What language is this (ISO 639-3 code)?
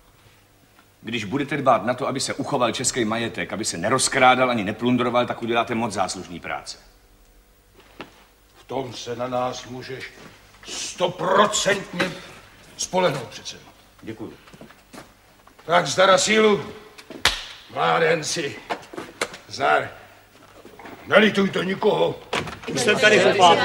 ces